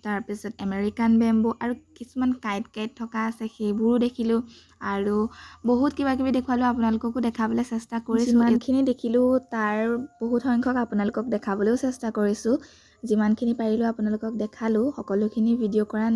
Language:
Assamese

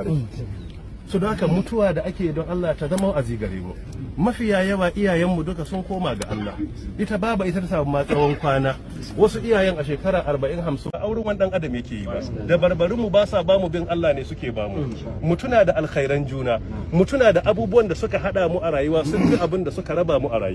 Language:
Hausa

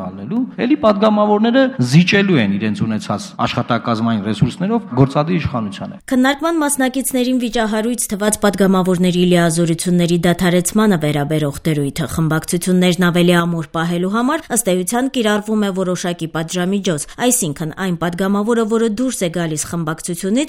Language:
Armenian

